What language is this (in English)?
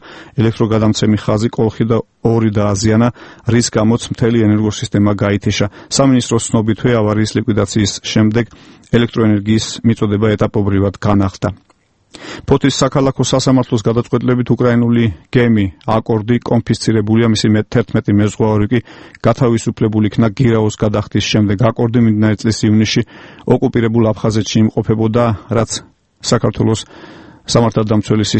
Georgian